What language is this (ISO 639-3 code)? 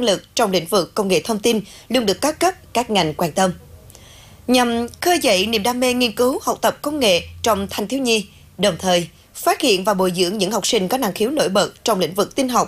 vie